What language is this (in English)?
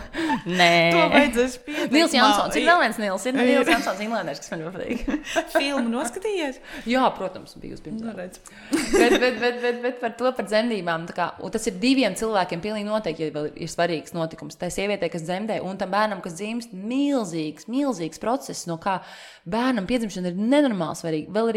Latvian